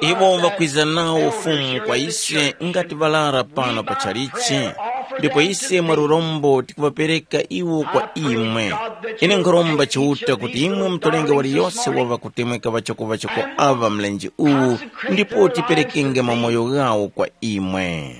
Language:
Tumbuka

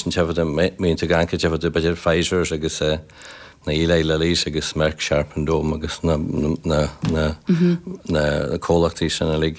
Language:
Irish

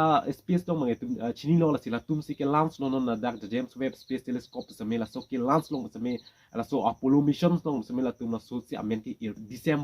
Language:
Karbi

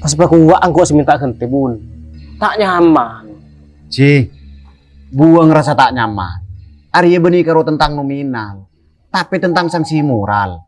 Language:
Madurese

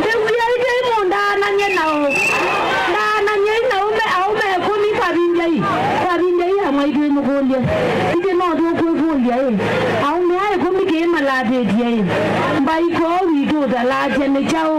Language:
Kamba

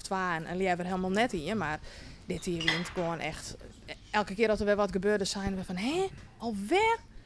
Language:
Western Frisian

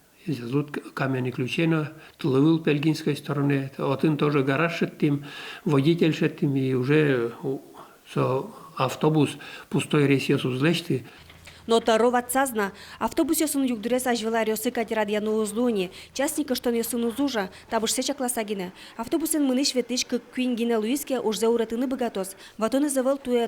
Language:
Udmurt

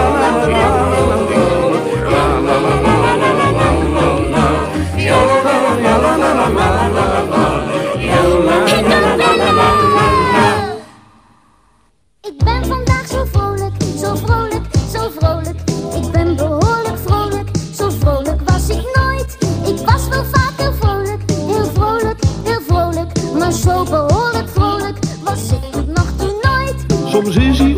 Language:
Dutch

